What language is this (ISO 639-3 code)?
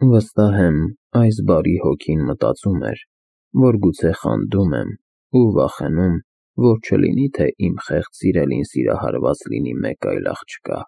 hye